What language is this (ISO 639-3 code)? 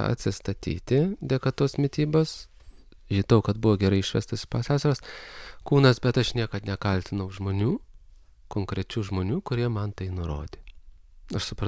lit